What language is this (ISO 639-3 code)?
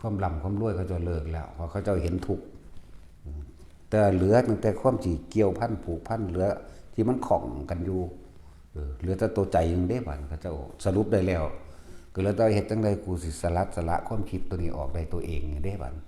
tts